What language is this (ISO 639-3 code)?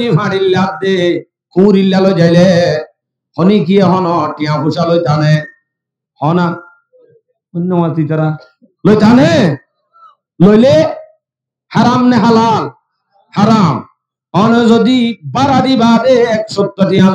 rhg